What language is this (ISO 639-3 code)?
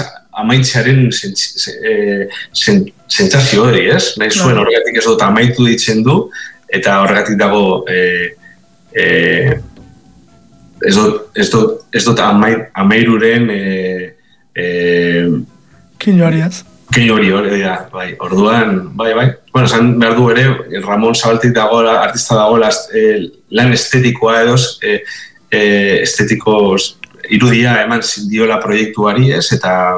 eus